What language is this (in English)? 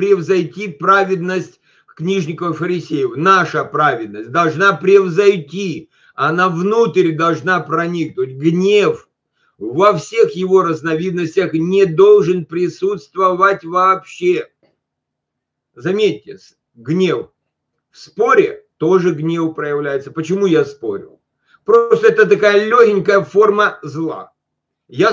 Russian